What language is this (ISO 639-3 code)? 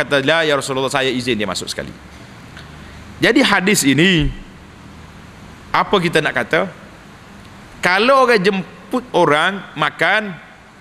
msa